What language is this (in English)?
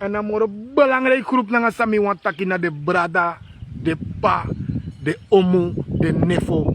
Sranan Tongo